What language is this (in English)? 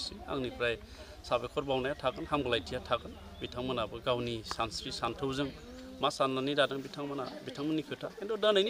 Bodo